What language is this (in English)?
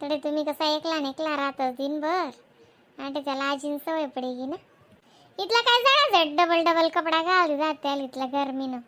Khandesi